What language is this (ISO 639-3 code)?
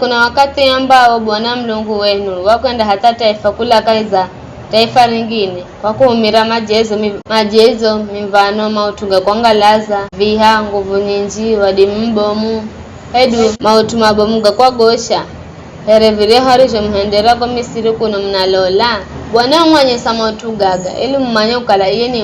nyf